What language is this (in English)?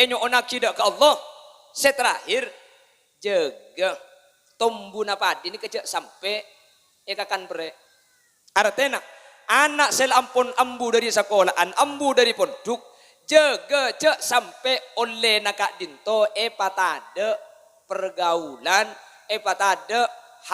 Madurese